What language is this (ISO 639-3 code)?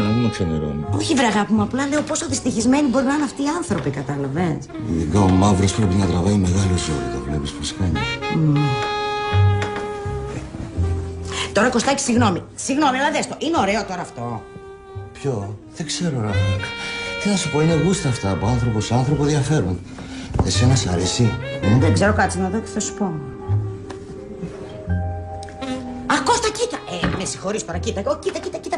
ell